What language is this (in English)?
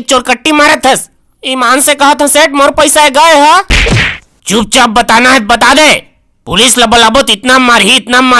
Chhattisgarhi